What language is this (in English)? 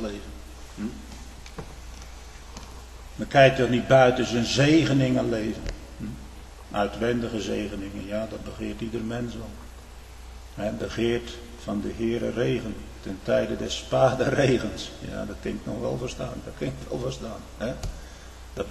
Dutch